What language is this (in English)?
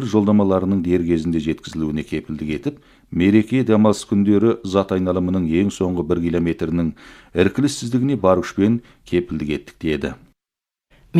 Kazakh